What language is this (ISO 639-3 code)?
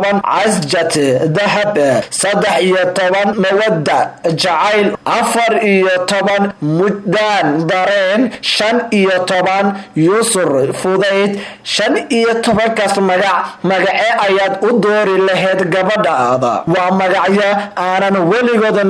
som